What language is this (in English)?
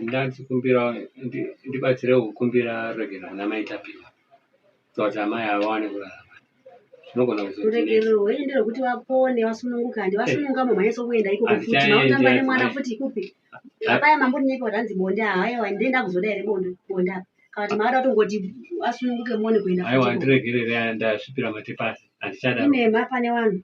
Shona